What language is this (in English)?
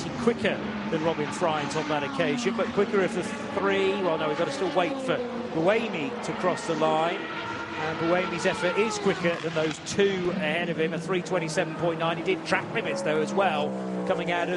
English